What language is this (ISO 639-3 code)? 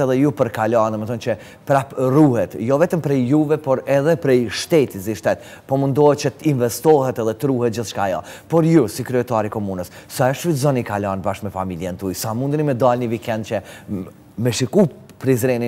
sqi